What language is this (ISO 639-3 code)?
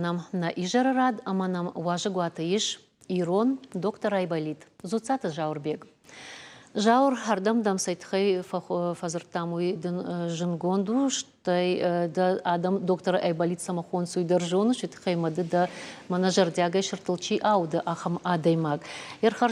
oss